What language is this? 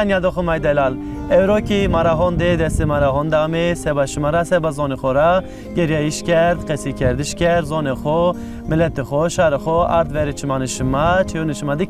Zaza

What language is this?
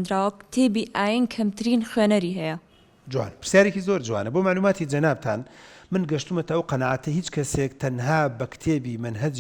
Central Kurdish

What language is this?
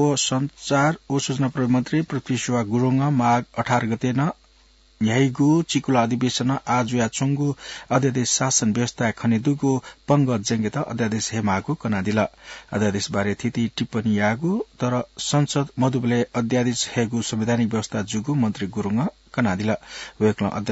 Newari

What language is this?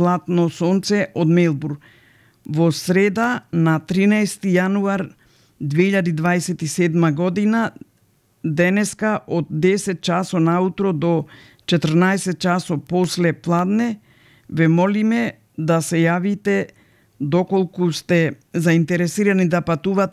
Macedonian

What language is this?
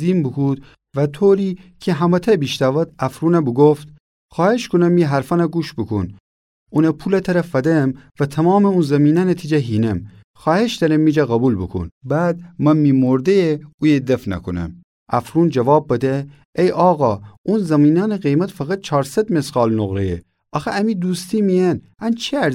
Gilaki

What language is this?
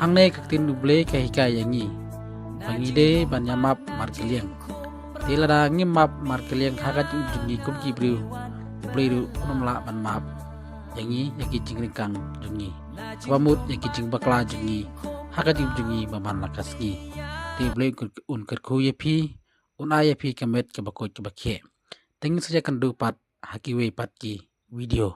Khasi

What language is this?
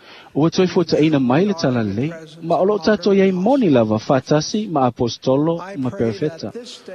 Samoan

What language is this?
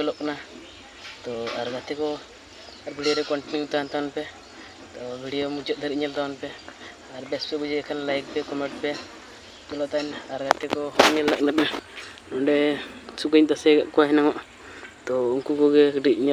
Santali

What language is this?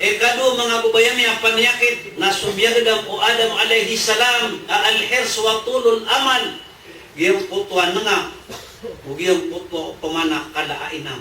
Maranao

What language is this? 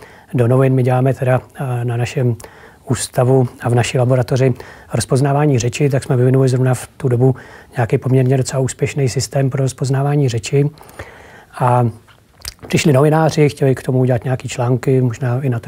Czech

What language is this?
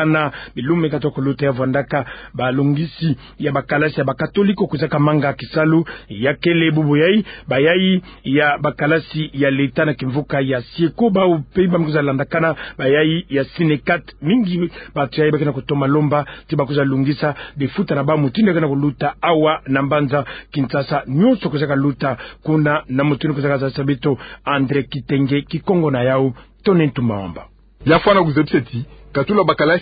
Kituba (Democratic Republic of Congo)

